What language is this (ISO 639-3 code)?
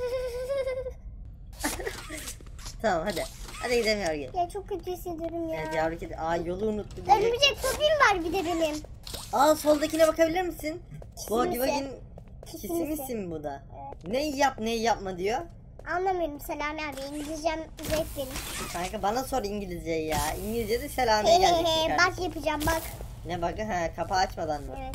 tur